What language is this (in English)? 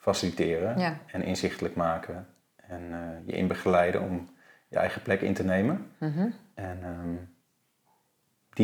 Dutch